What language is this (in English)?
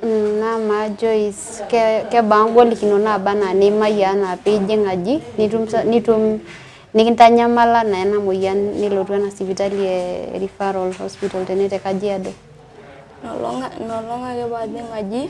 Masai